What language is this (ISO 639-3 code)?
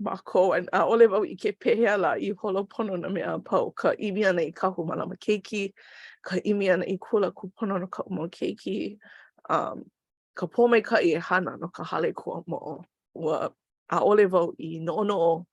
haw